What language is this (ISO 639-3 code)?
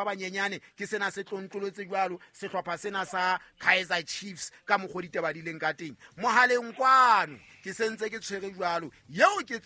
sot